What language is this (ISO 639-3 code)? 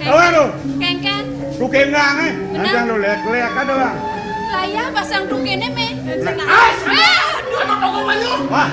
ban